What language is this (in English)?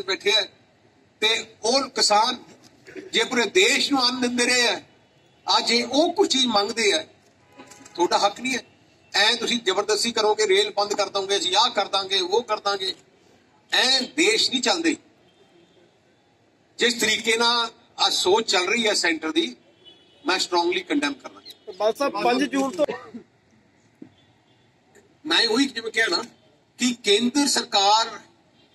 Punjabi